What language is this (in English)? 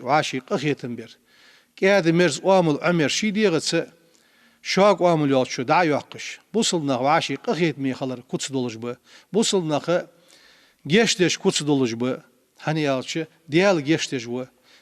Ingush